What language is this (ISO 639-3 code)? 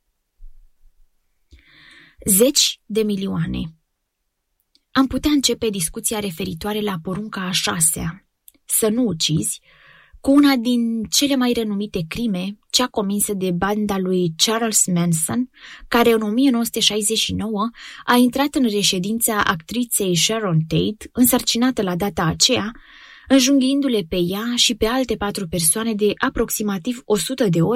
ron